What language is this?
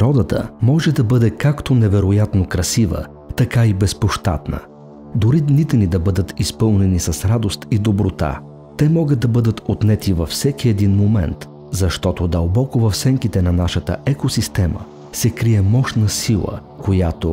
Bulgarian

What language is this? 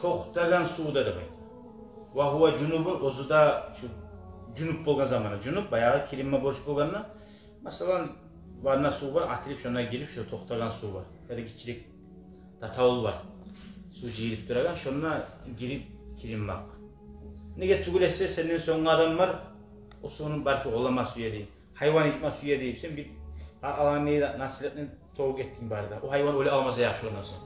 Kumyk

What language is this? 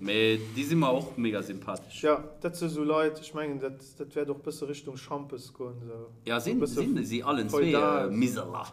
Luxembourgish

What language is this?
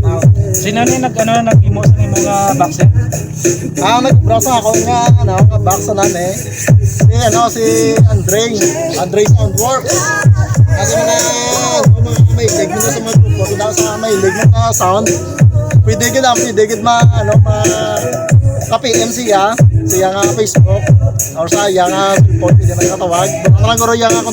Hiligaynon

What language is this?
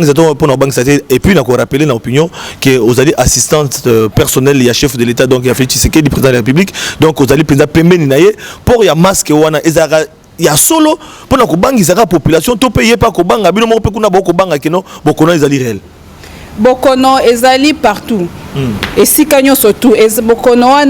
Lingala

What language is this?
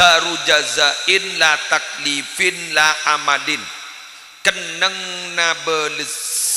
Madurese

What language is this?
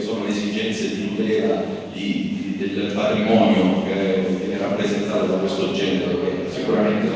Italian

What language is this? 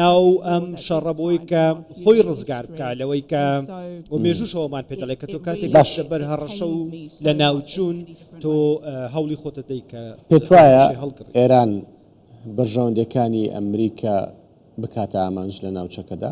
Central Kurdish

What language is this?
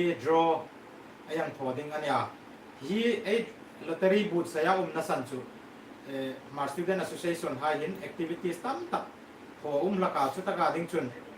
Hmar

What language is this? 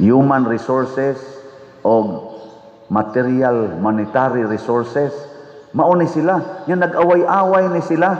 Cebuano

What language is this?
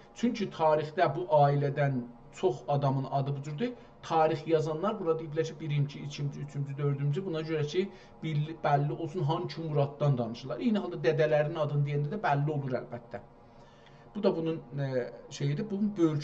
South Azerbaijani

